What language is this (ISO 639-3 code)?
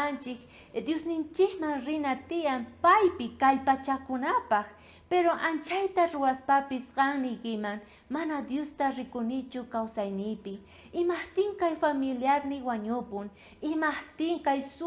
quh